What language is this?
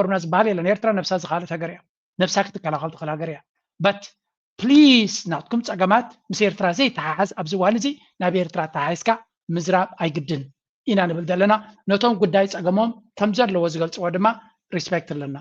Tigrinya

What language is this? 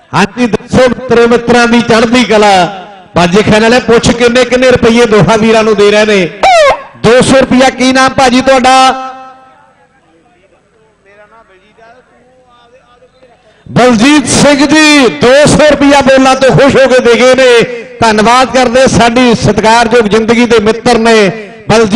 Punjabi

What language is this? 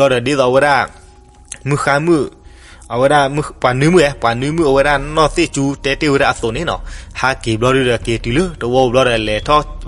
S'gaw Karen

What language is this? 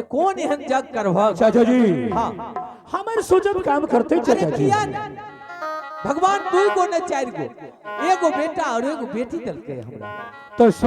Angika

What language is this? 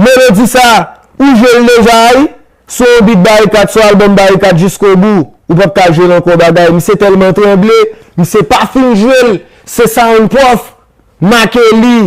Haitian Creole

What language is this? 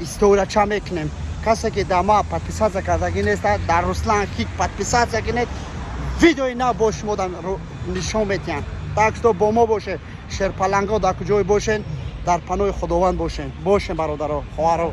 Tajik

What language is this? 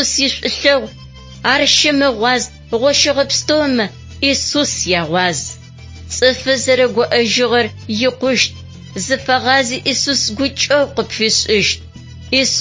Adyghe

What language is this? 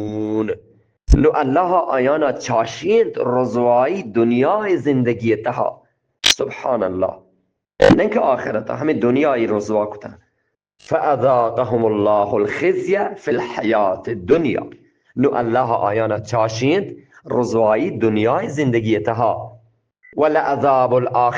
Eastern Balochi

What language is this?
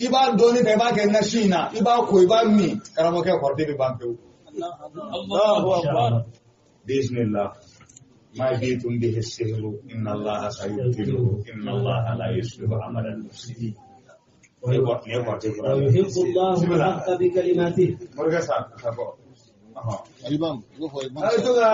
Bambara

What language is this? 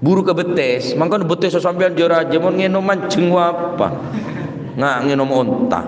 Madurese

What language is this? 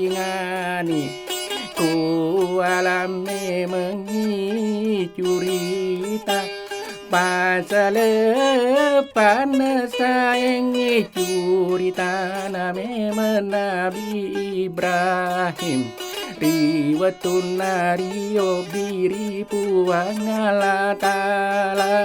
Buginese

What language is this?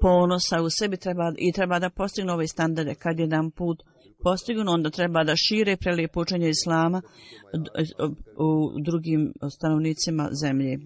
Bosnian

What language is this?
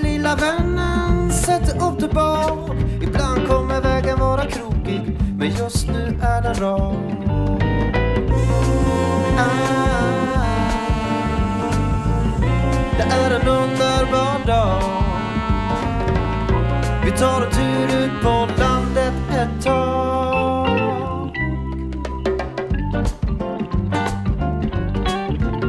Swedish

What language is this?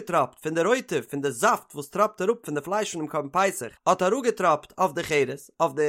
Yiddish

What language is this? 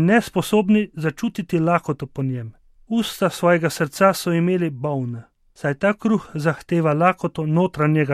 Slovenian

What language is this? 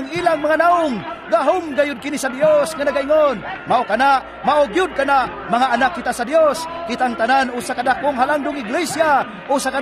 Cebuano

